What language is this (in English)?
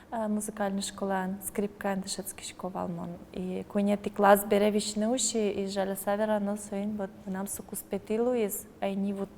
Udmurt